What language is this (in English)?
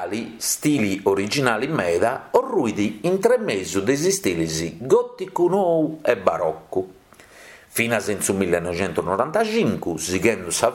Sardinian